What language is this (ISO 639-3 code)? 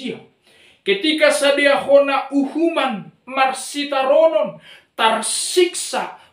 bts